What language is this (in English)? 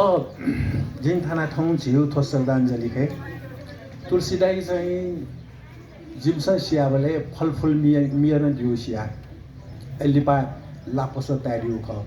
Newari